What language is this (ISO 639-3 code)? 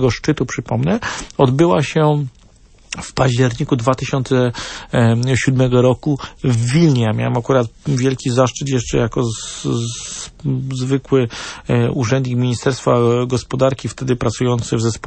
pol